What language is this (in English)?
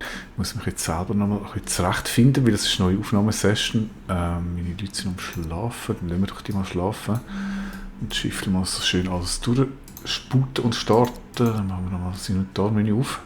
Swiss German